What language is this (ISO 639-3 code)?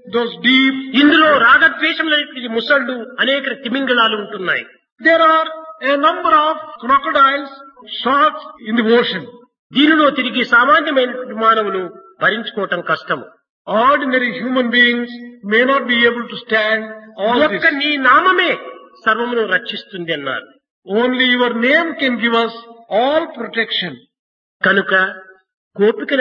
tel